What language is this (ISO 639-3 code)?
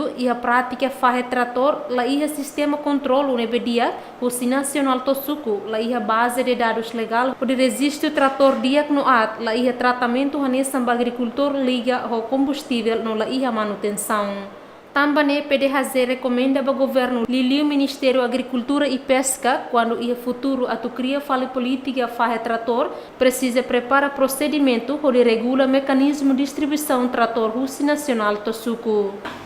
tet